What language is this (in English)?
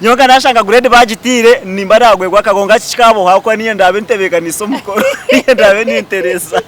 Nyankole